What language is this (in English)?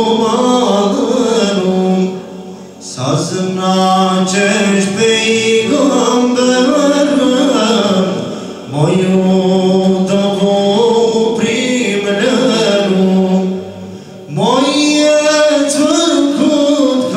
Bosnian